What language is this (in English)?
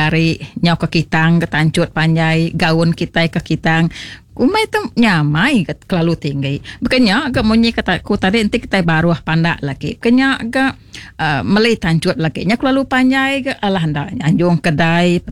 Iban